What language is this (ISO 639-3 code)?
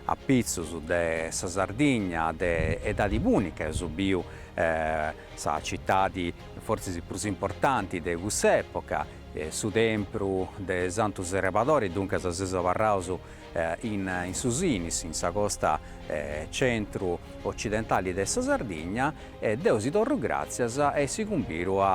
srd